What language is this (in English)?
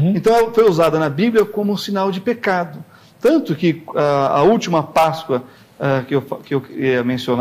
Portuguese